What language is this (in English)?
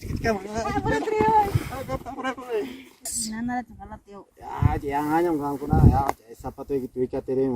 Ayacucho Quechua